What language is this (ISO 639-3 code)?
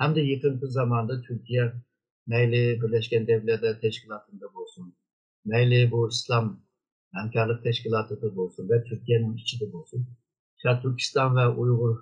uig